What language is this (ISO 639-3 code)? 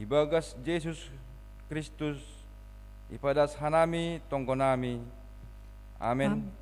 bts